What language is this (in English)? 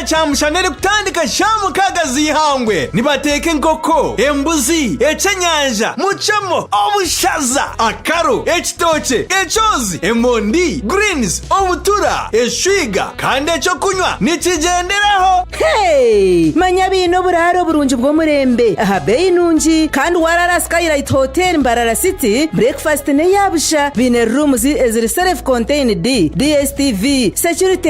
Nyankole